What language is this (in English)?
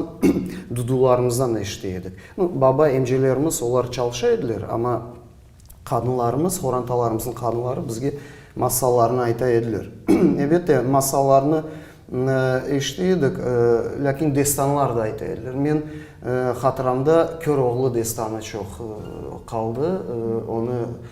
Crimean Tatar